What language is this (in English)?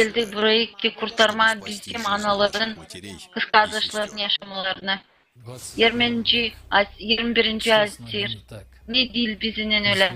Gagauz